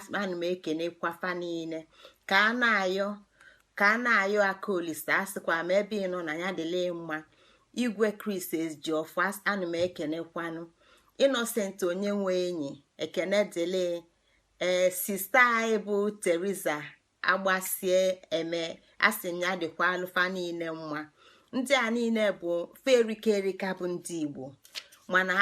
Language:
Igbo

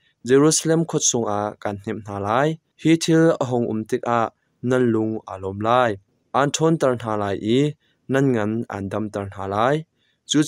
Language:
Hakha Chin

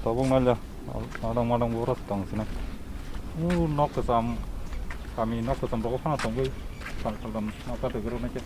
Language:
Kok Borok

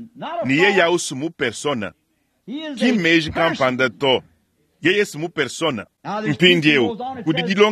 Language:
Luba-Lulua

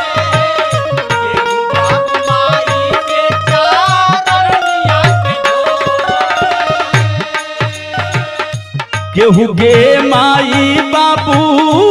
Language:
Bhojpuri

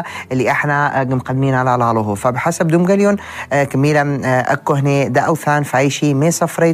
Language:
North Levantine Arabic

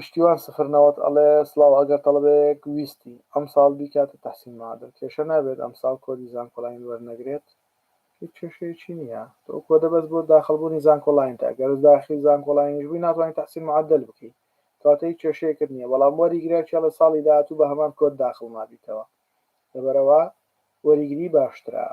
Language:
Central Kurdish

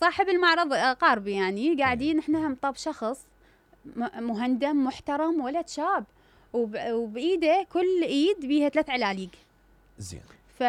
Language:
Mesopotamian Arabic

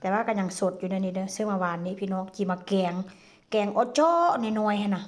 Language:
Northeastern Thai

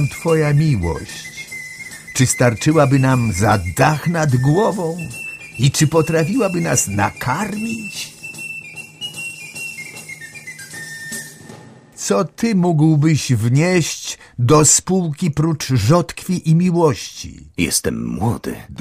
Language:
Polish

